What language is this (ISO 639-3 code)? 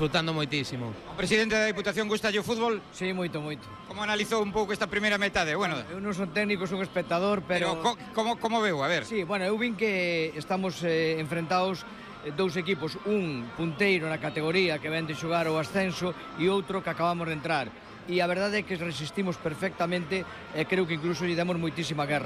glg